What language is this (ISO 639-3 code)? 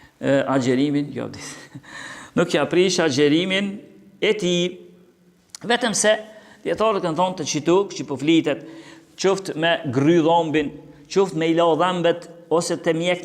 sqi